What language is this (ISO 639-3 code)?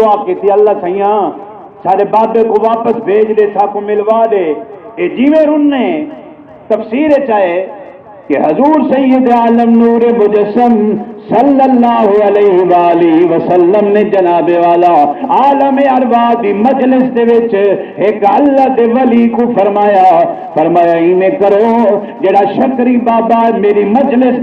skr